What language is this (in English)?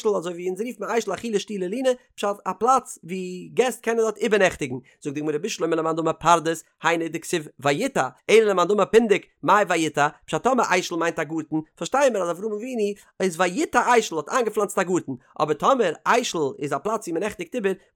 Yiddish